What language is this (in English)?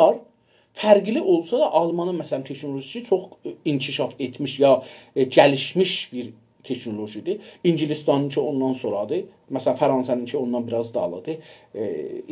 South Azerbaijani